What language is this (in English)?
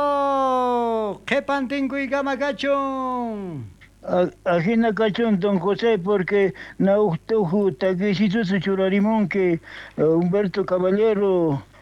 South Bolivian Quechua